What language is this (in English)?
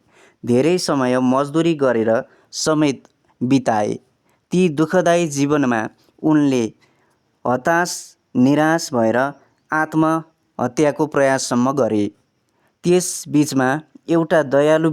Nepali